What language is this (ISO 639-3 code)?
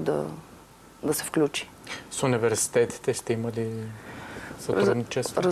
bul